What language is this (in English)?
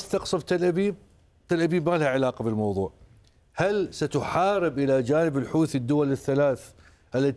Arabic